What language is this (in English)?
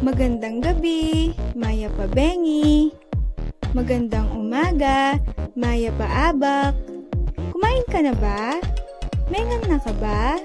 Pampanga